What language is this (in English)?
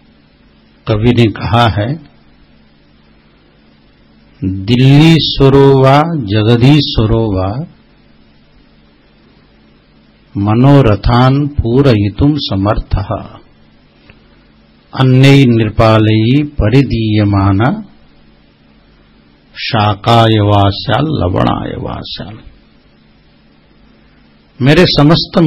Hindi